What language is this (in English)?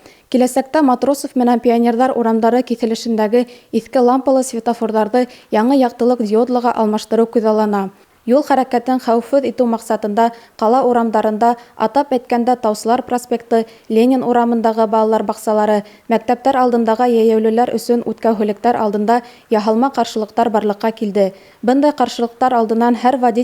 Bashkir